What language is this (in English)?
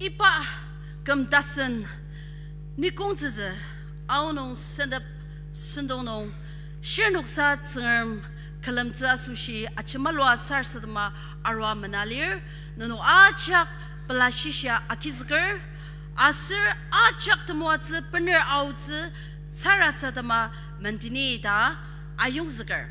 Ao Naga